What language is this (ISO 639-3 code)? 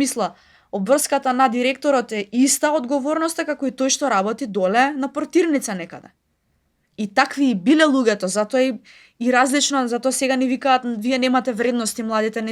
mkd